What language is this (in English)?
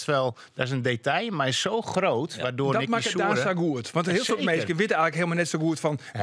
Western Frisian